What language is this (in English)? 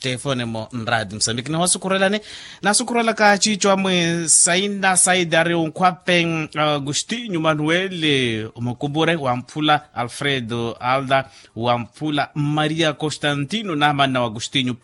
Makhuwa